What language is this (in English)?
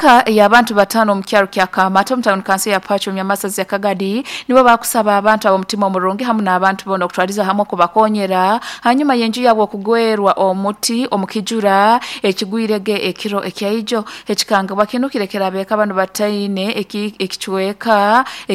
Nyoro